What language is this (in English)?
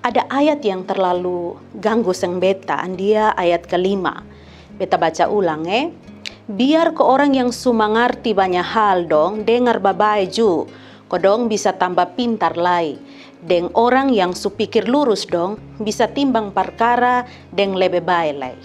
Kupang Malay